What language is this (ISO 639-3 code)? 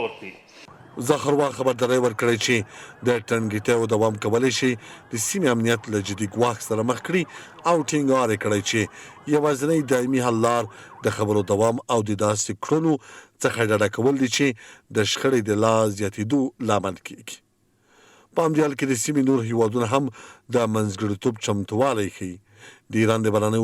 pus